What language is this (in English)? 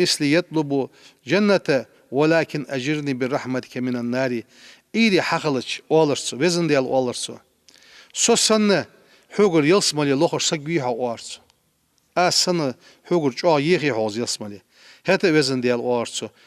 Ingush